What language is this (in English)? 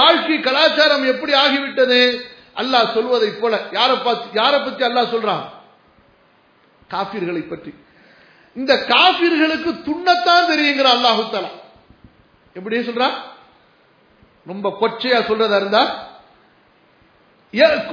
Tamil